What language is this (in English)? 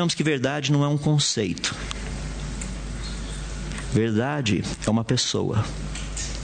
Portuguese